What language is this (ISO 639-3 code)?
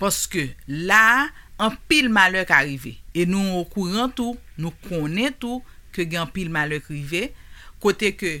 hat